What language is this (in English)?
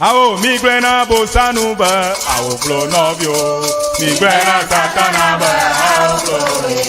Ewe